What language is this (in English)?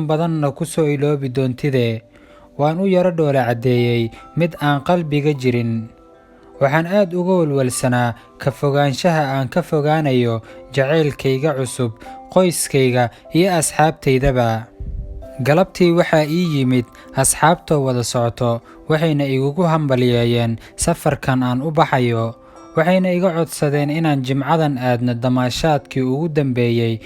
Somali